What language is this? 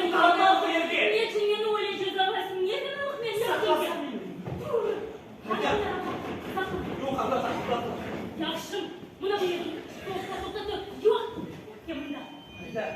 Crimean Tatar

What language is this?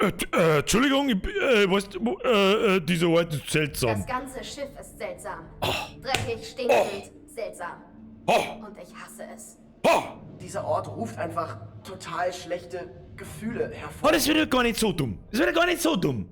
Bavarian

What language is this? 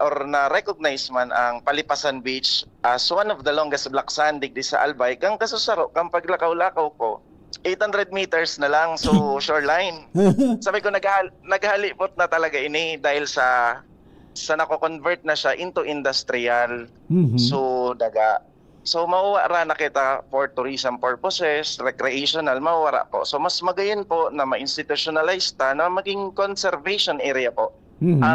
Bikol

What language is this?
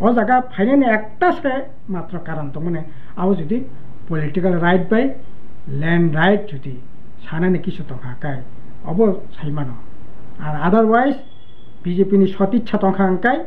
Kok Borok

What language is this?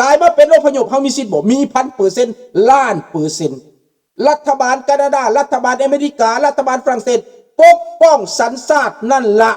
Lao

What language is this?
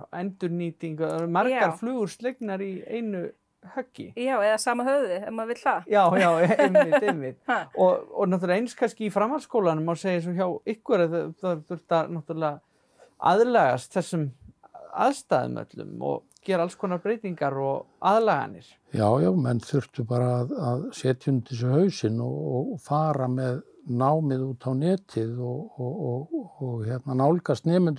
Icelandic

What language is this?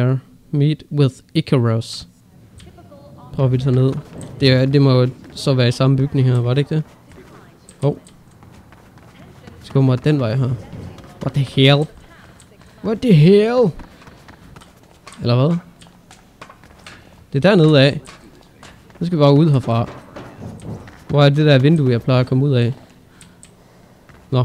Danish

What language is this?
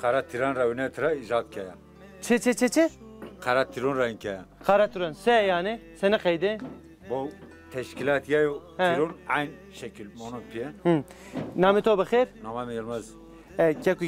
Zaza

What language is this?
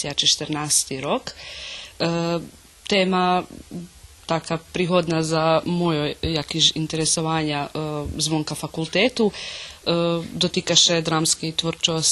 Rusyn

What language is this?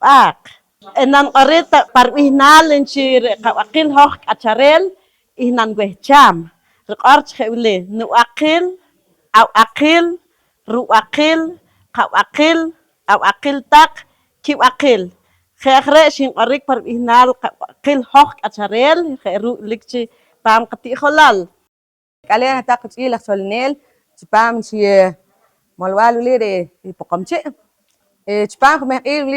Poqomchi'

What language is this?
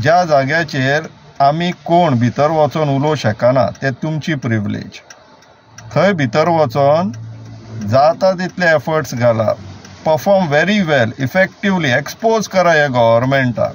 Konkani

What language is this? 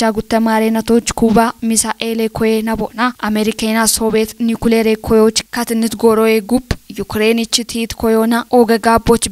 Kafa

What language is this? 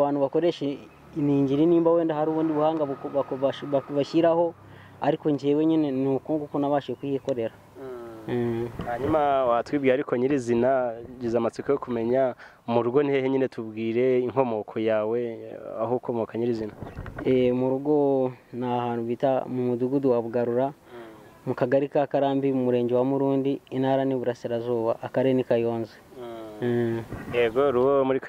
Kinyarwanda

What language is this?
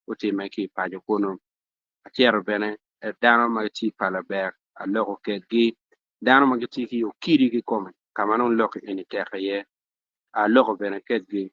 Acoli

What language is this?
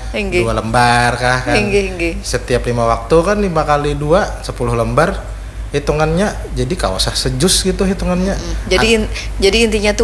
Banjar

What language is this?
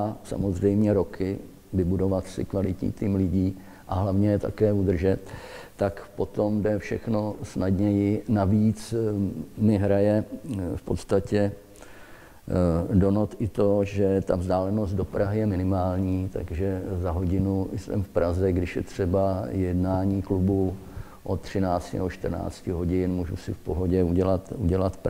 Czech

